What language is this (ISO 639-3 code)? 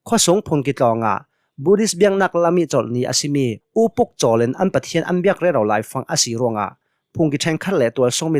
cnh